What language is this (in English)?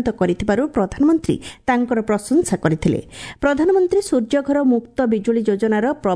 Odia